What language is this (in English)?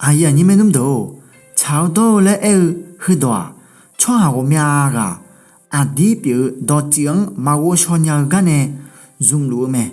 Akha